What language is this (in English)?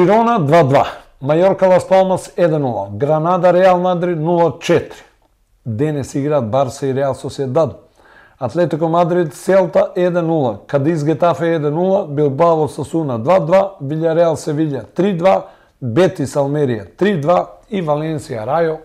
Macedonian